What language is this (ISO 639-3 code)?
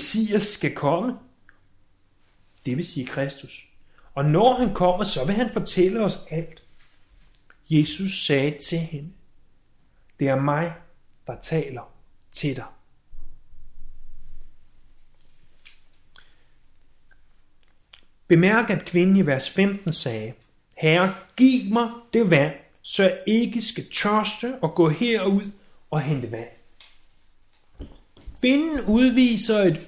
dan